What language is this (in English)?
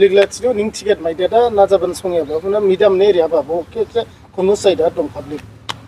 Dimasa